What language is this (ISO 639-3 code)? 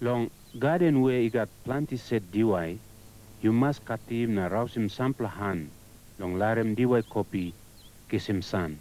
tpi